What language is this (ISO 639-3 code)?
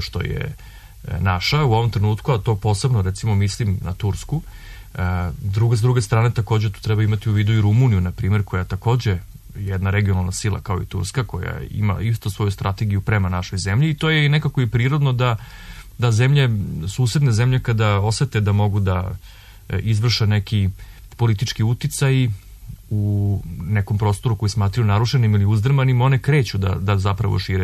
srp